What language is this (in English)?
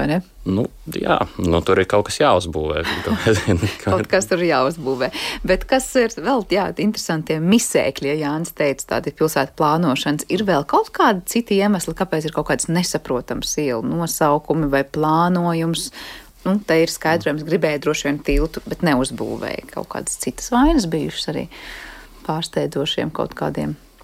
Latvian